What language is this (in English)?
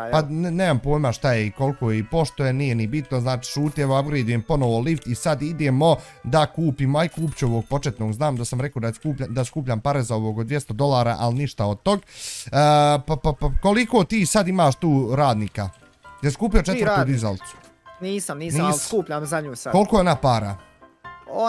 Bosnian